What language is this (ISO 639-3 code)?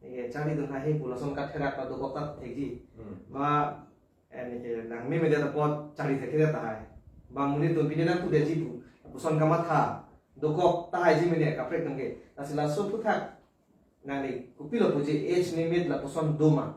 mjw